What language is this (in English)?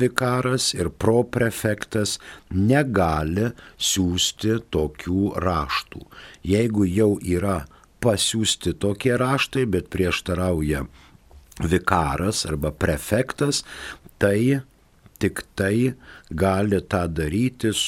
Lithuanian